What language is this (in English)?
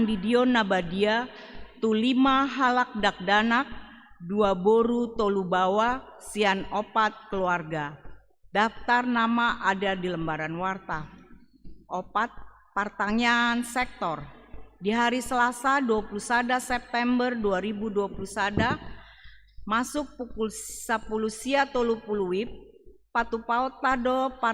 Batak Toba